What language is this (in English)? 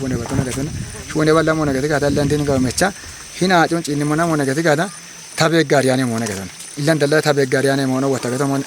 Kafa